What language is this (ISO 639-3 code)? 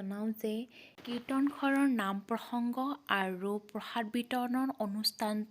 asm